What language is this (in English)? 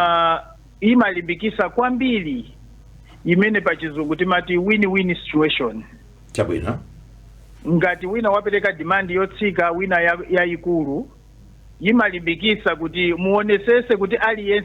Nyanja